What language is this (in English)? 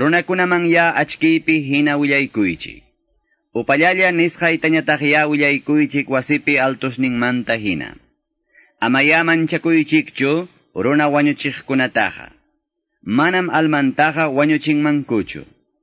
Quechua